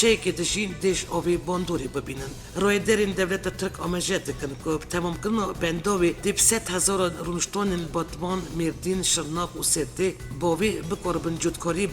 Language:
Kurdish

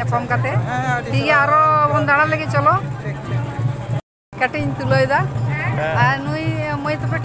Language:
Santali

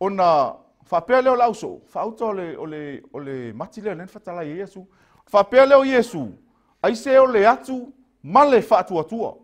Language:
Samoan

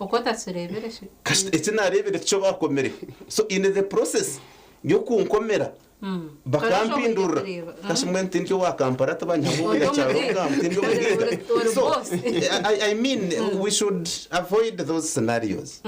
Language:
Nyankole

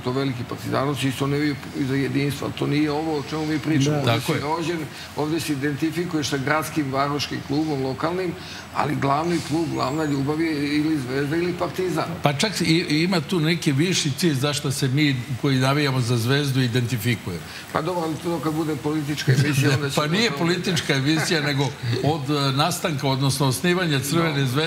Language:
Serbian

